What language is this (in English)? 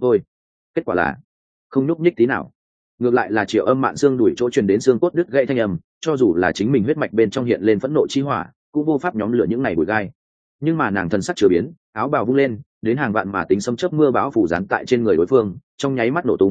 Vietnamese